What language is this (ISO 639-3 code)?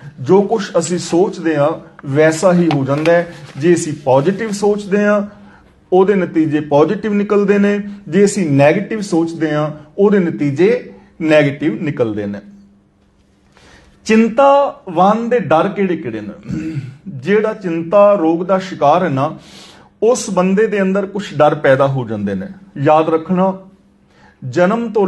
pan